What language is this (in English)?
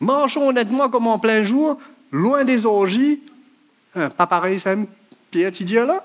Morisyen